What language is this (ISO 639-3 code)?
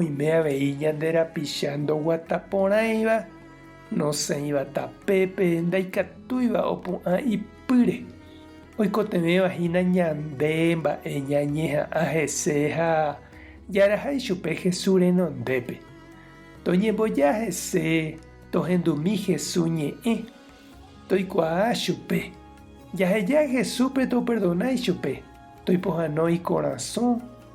grn